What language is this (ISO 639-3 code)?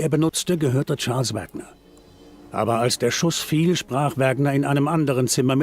bar